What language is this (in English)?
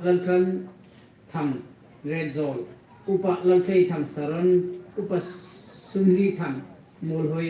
Hmar